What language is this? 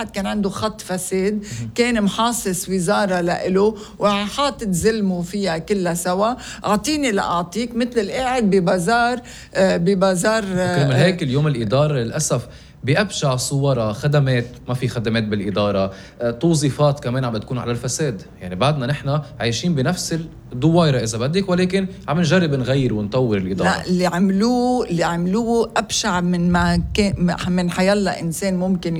North Levantine Arabic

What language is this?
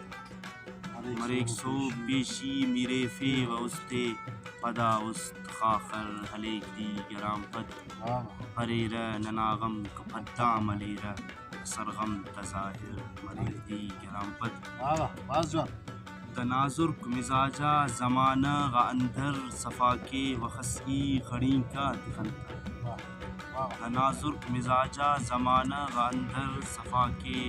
Brahui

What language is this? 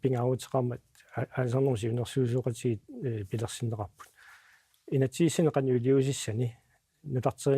Kalaallisut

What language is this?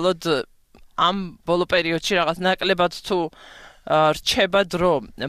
Georgian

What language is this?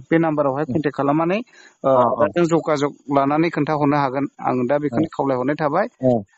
Bodo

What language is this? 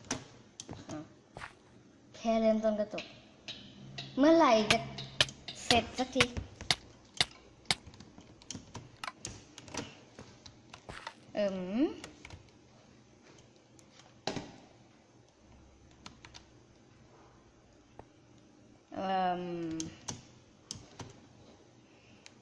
Thai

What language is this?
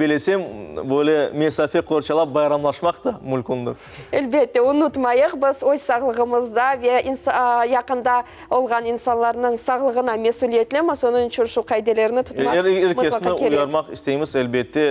Crimean Tatar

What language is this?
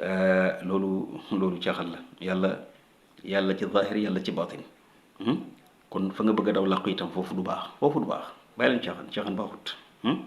Wolof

